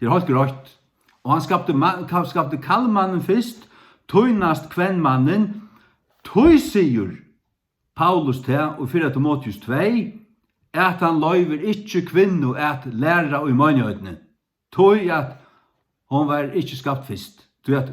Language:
Faroese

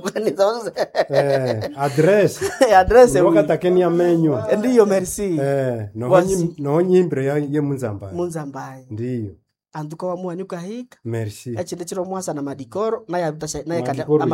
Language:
Nande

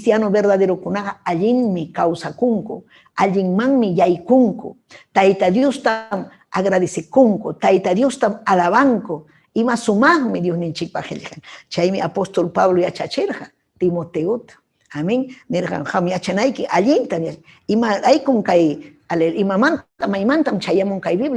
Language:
Ayacucho Quechua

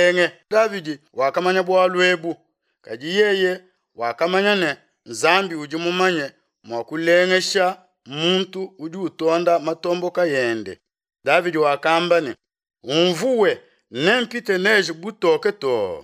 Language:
Luba-Lulua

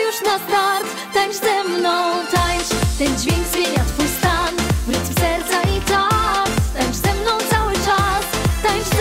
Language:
Polish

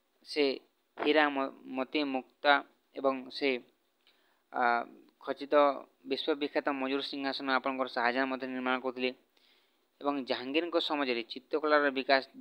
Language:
Odia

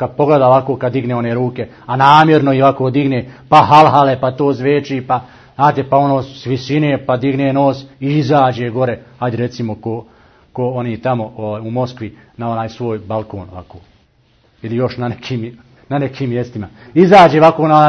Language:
Bosnian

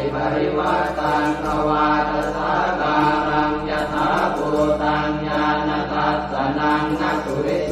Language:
Pali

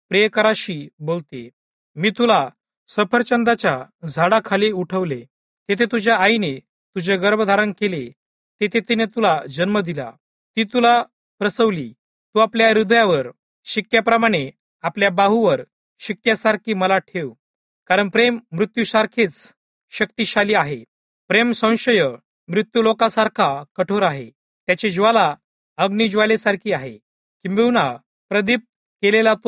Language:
Marathi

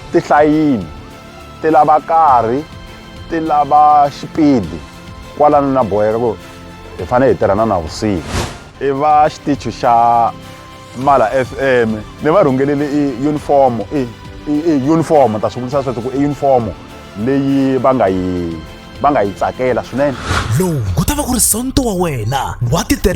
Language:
Tsonga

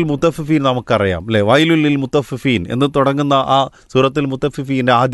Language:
Malayalam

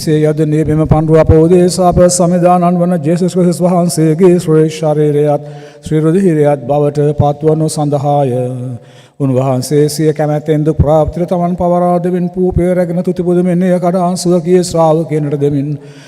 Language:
Sinhala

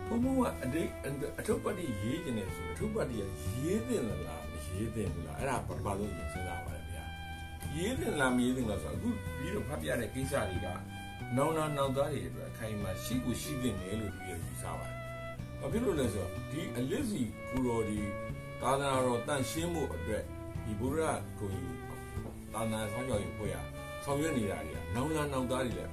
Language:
Burmese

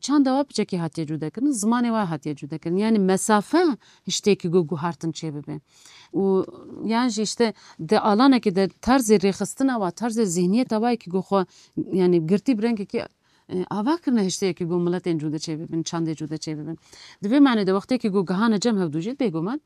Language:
Kurdish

